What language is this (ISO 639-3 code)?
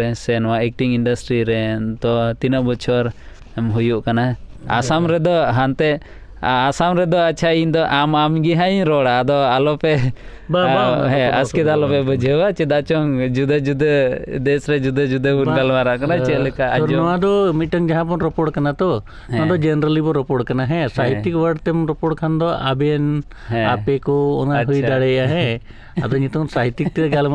sat